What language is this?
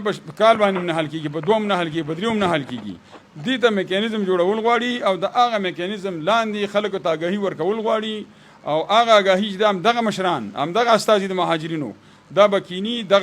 Pashto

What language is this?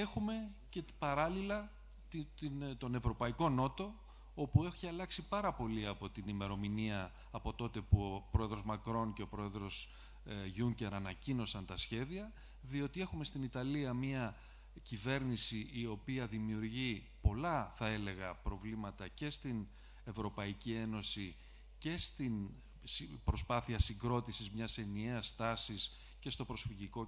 Greek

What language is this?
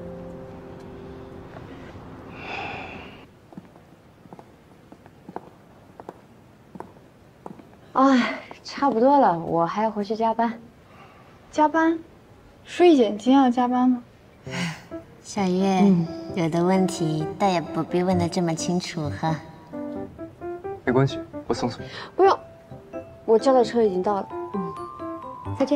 Chinese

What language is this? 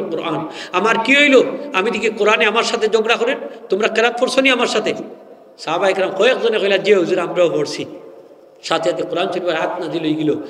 Sylheti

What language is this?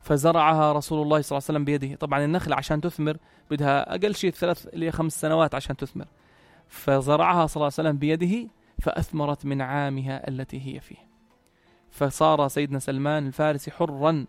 North Levantine Arabic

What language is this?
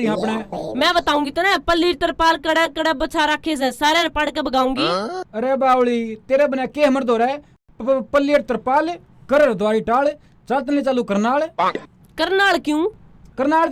Haryanvi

